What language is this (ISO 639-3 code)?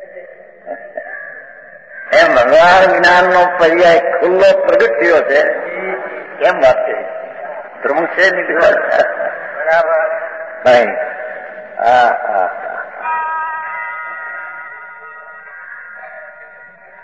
guj